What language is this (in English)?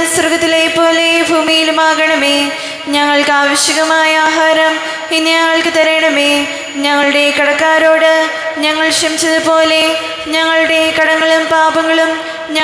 Malayalam